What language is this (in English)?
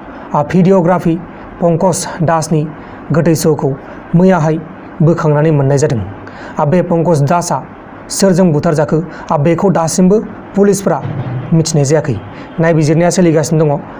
Bodo